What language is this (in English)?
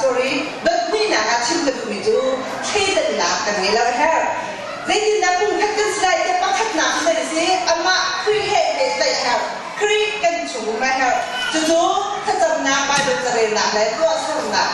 Hakha Chin